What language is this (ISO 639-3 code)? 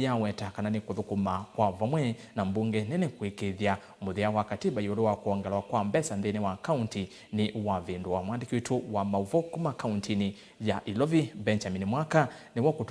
kam